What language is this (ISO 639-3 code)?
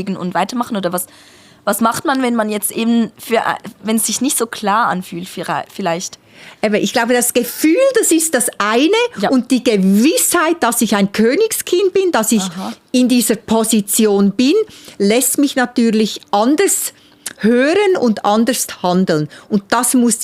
gsw